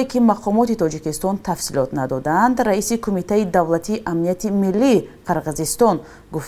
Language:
Tajik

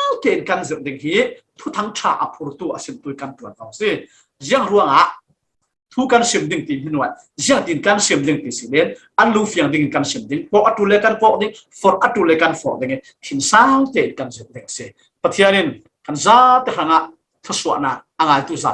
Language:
Falam Chin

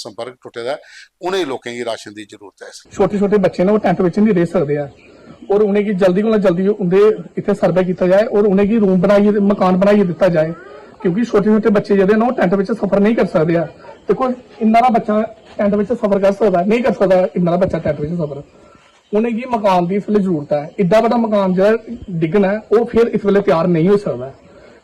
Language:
Dogri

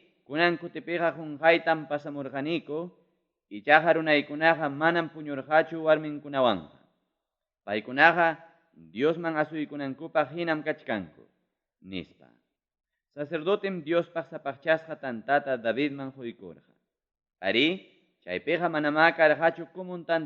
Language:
Ayacucho Quechua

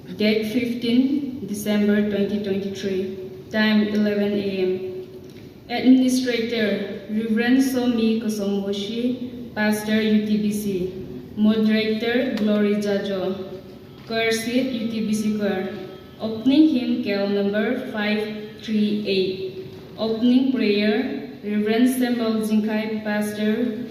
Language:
Tangkhul Naga (India)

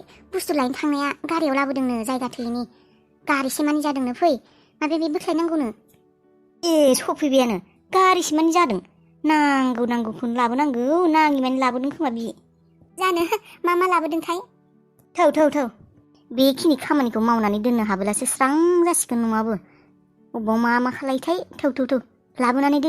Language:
Bodo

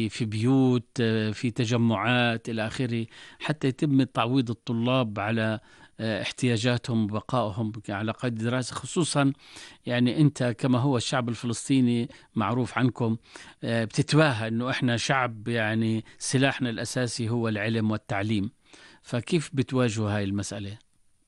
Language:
North Levantine Arabic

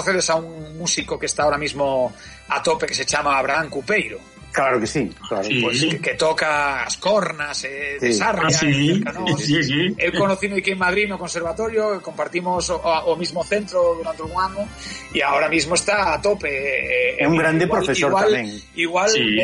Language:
Galician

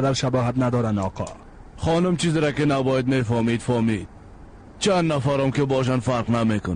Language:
Persian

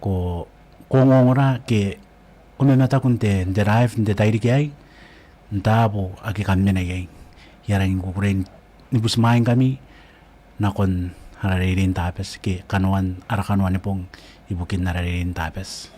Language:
Gilbertese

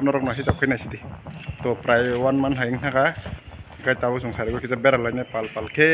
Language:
Kok Borok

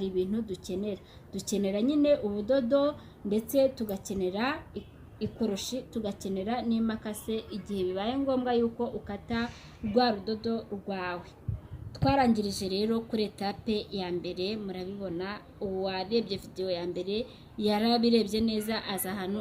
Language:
Kinyarwanda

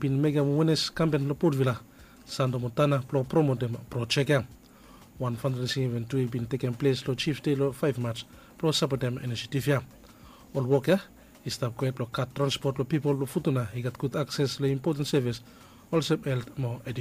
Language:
Bislama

